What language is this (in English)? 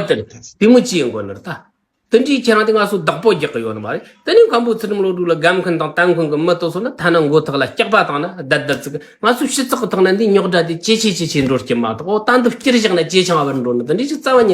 Tibetan